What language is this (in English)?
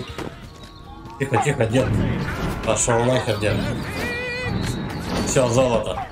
Russian